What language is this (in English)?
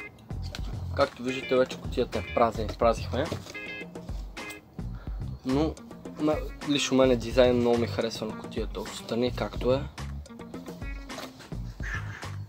Bulgarian